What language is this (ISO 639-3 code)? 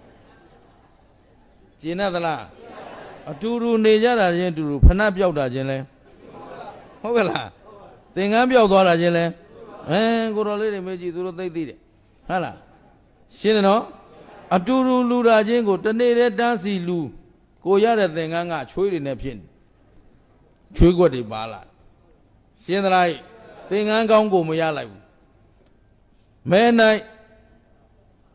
mya